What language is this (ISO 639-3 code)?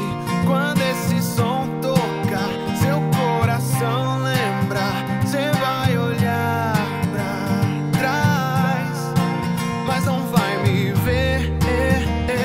por